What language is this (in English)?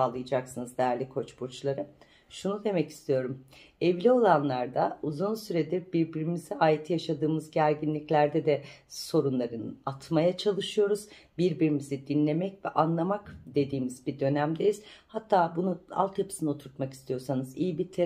Turkish